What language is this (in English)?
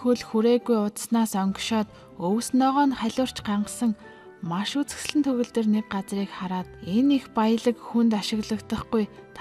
Mongolian